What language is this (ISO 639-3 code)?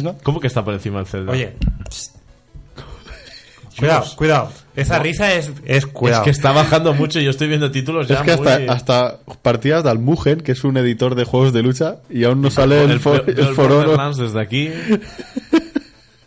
spa